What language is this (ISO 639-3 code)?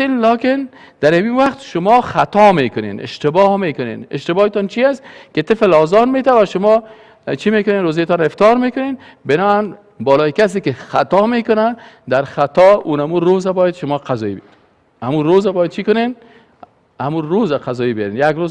fas